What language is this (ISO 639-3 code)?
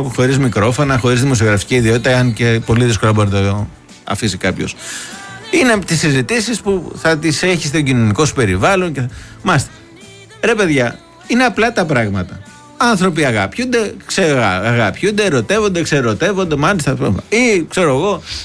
ell